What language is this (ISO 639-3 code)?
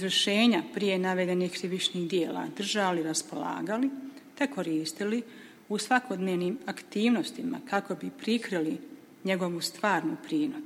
bos